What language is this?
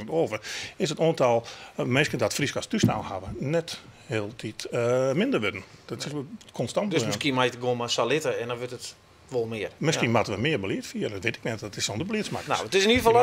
Western Frisian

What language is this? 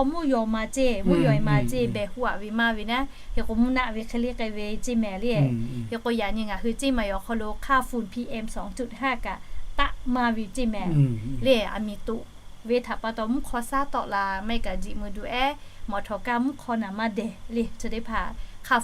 Lahu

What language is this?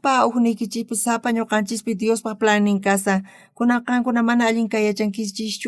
South Bolivian Quechua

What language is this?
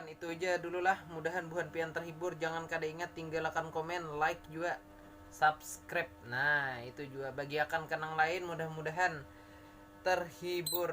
Banjar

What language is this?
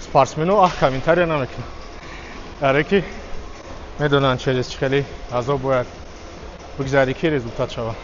Tajik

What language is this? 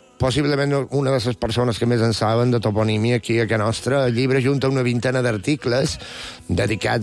Catalan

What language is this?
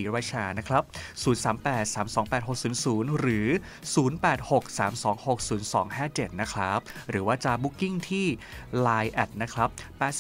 Thai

